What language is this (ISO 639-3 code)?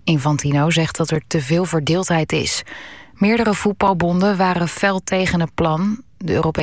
nld